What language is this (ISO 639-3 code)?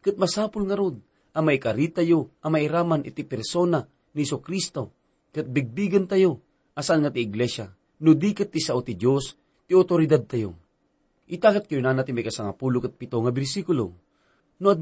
ilo